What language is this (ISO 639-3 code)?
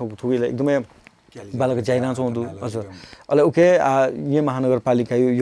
new